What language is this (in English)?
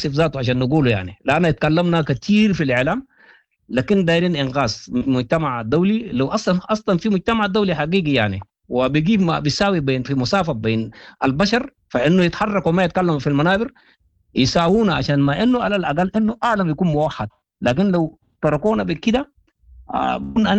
Sudanese Arabic